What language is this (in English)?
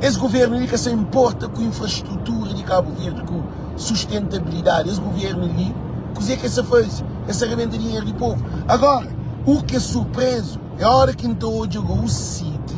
Kabuverdianu